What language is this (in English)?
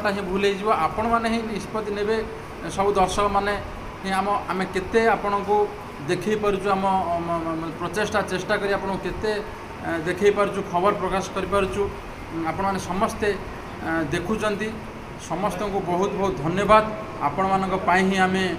Odia